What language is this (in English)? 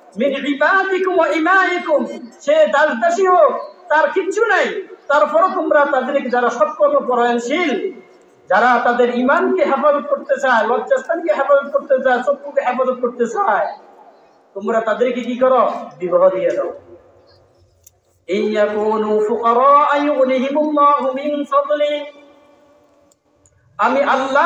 Bangla